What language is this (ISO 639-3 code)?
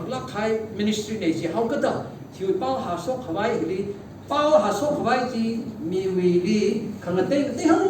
nmf